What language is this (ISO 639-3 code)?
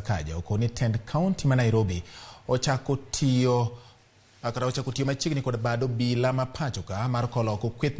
luo